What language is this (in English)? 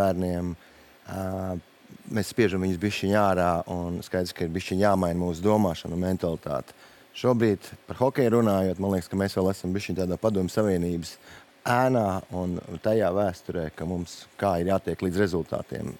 Latvian